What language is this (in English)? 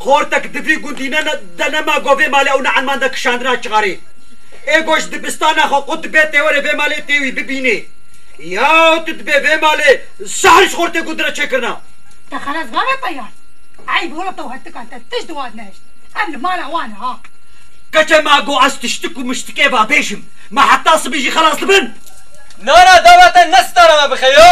Kurdish